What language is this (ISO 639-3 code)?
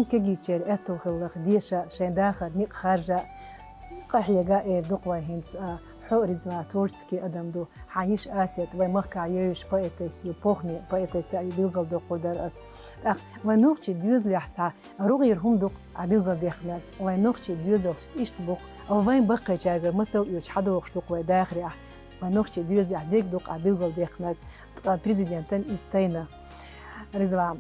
che